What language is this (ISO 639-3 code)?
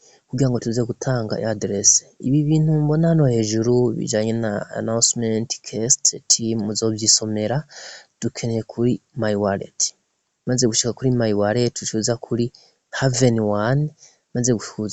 run